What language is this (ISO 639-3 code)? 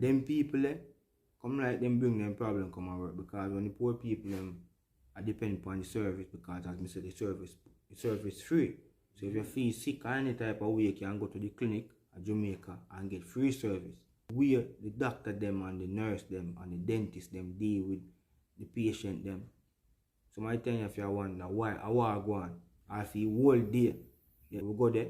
jam